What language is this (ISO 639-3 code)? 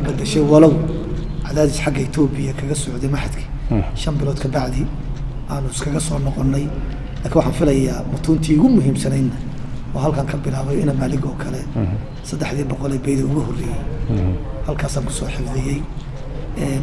som